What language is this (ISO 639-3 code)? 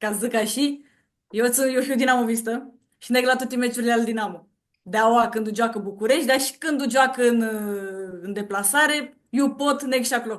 rup